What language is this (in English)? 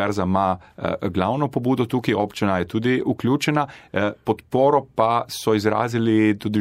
Slovenian